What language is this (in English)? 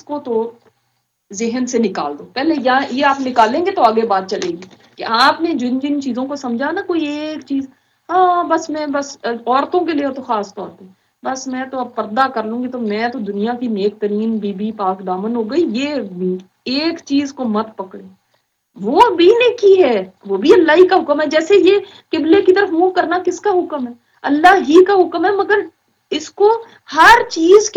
Urdu